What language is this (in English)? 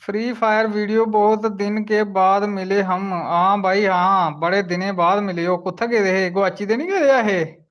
Dogri